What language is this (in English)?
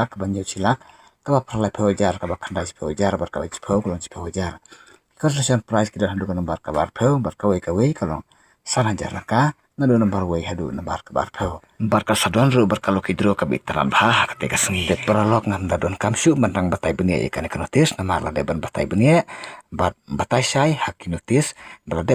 Khasi